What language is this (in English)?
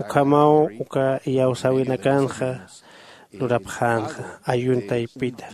Aymara